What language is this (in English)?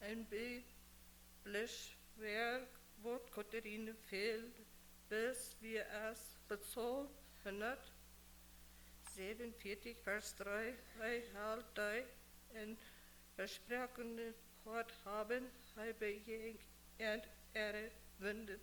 Plautdietsch